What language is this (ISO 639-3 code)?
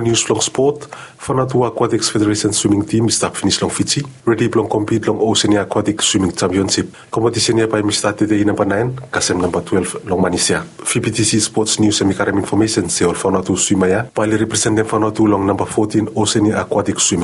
bis